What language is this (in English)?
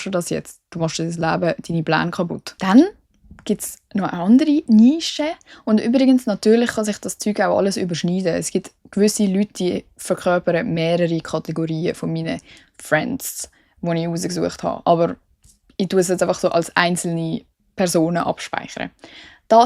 Swiss German